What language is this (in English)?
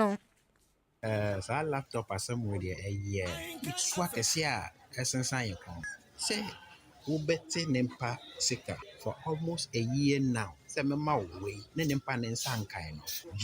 Akan